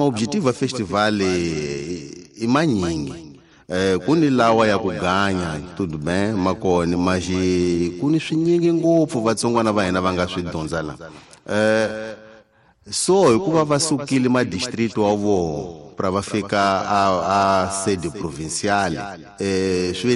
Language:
Tsonga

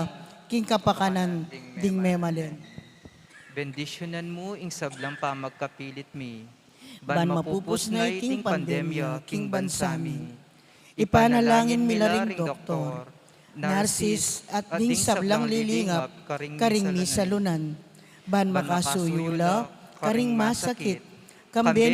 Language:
Pampanga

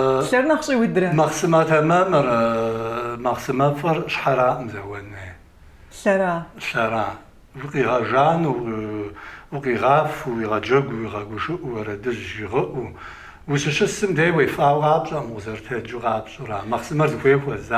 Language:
Kabardian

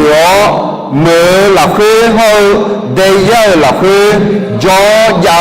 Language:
Akha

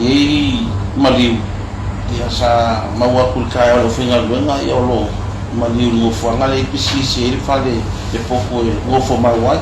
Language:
Samoan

